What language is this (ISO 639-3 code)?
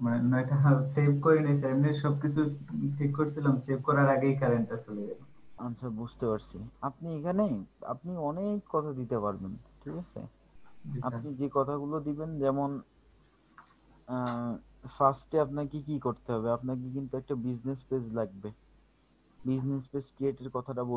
ben